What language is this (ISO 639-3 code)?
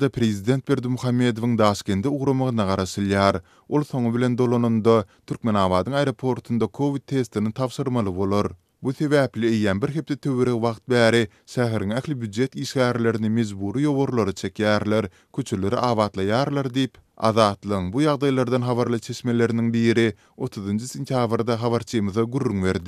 tuk